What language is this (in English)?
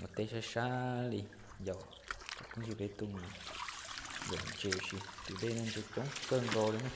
Hmong